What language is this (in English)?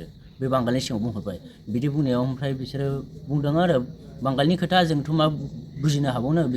Bodo